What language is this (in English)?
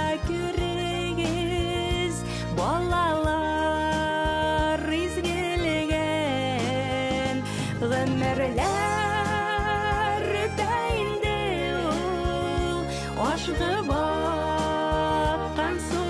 Bashkir